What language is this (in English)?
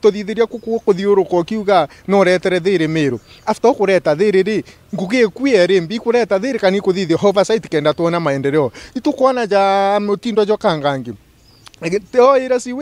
Meru